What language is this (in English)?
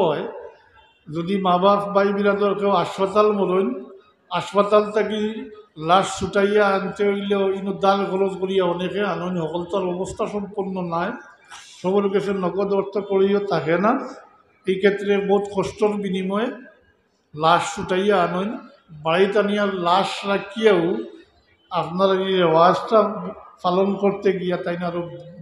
Sylheti